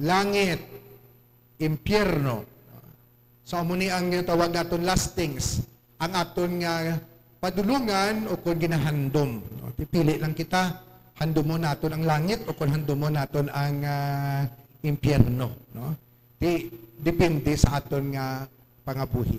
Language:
Hiligaynon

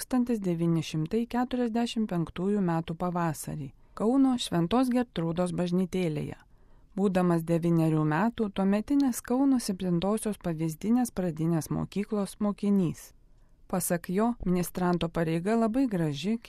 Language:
Lithuanian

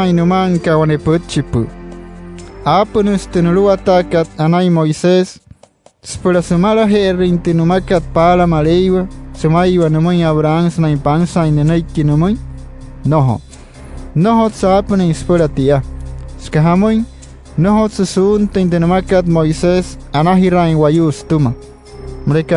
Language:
Wayuu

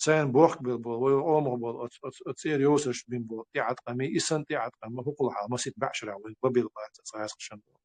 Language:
Chechen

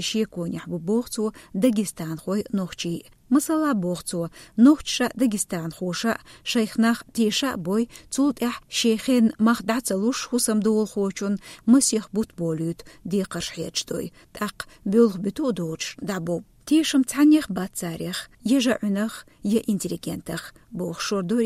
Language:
Chechen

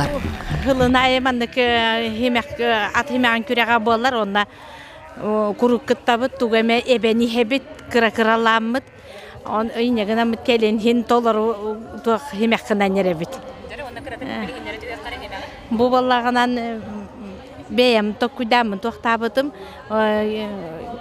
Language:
Yakut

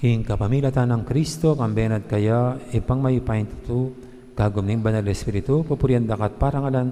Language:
Pampanga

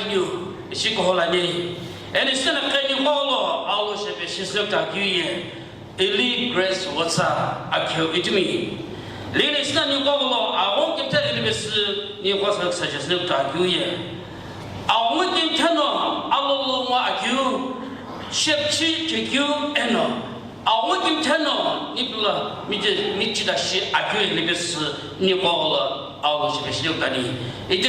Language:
Sumi Naga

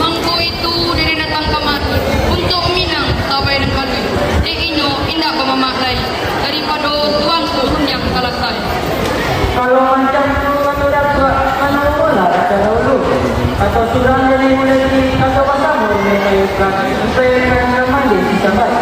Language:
Minangkabau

